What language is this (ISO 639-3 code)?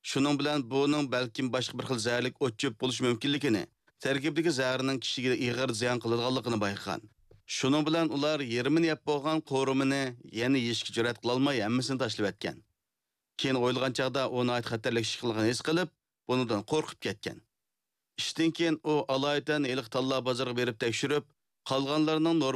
uig